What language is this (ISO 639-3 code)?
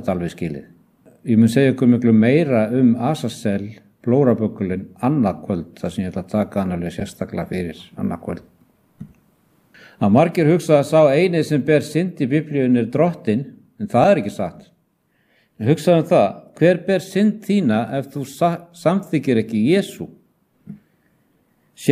isl